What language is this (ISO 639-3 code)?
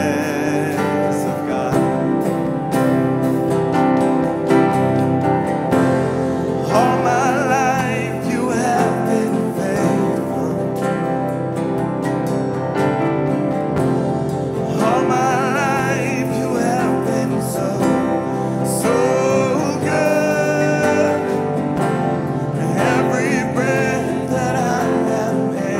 eng